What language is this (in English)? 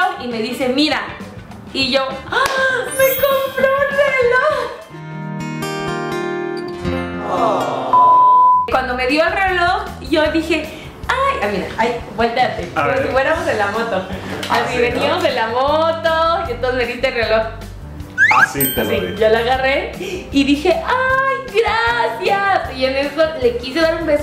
Spanish